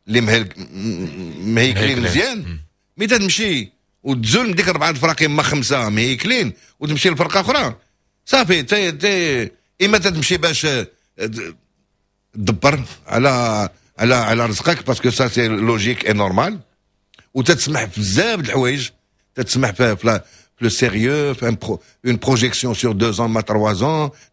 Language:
Moroccan Arabic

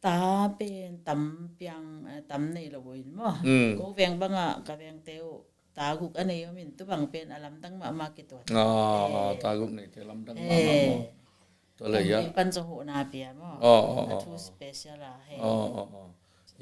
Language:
Tedim Chin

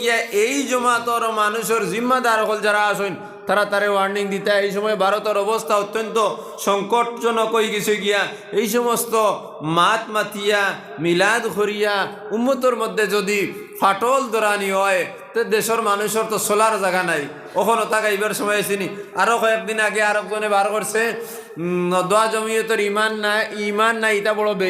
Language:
Sylheti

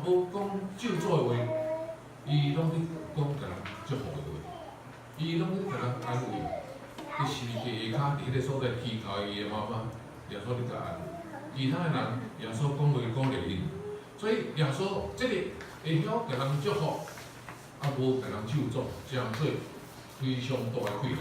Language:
Min Nan Chinese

